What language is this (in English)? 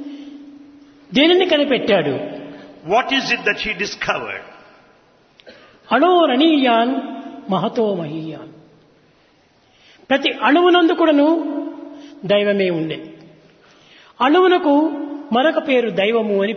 Telugu